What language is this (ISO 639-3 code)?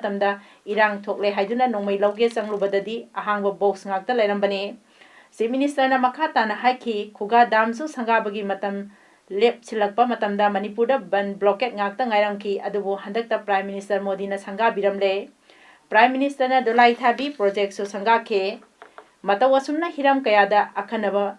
mni